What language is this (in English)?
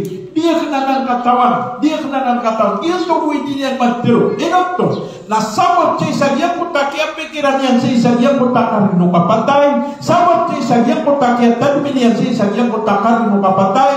Maranao